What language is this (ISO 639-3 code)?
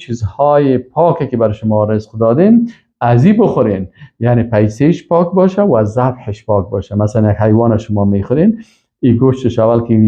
fas